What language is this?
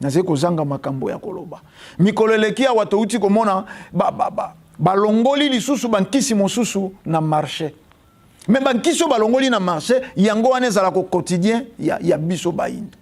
Lingala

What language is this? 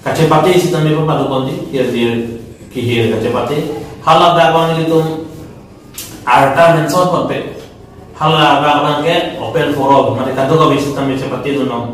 Karbi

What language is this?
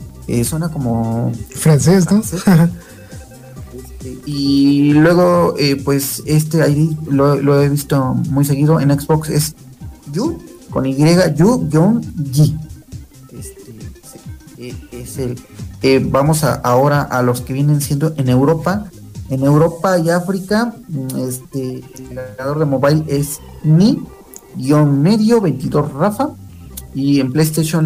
Spanish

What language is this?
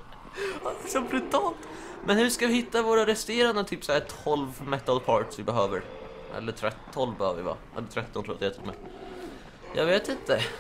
Swedish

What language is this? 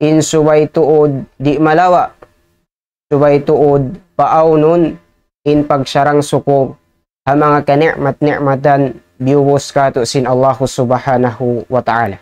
Tausug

